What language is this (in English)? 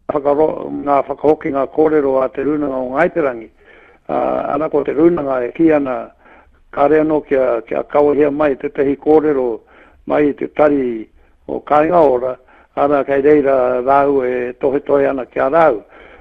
Māori